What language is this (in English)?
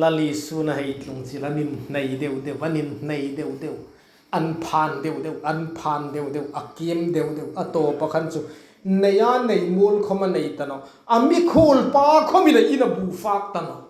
Hmar